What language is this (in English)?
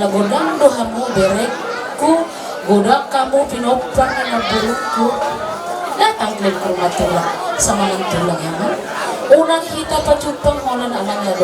Batak Toba